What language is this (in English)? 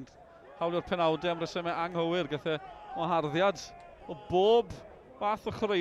Welsh